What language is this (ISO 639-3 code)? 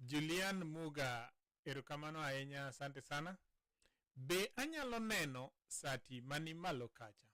luo